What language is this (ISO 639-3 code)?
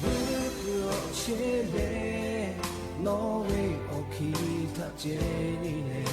lhu